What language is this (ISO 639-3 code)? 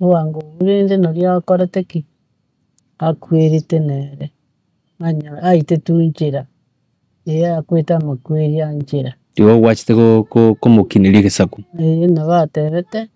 guz